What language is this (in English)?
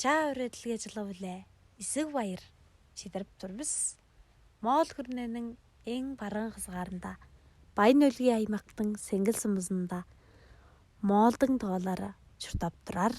Tuvinian